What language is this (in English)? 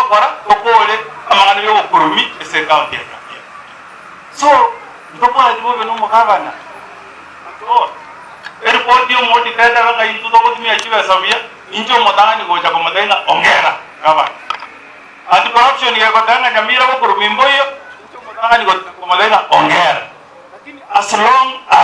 Gusii